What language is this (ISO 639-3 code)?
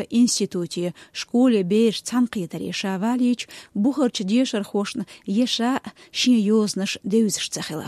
che